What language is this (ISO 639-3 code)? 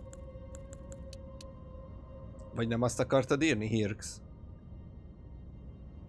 hun